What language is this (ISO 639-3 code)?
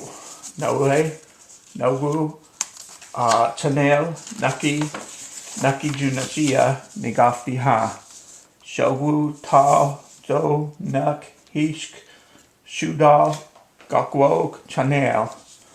chr